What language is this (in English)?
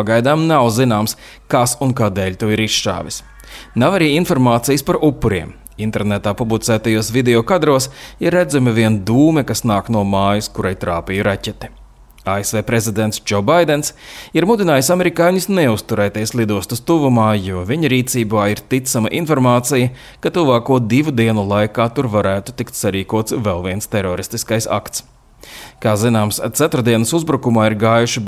Latvian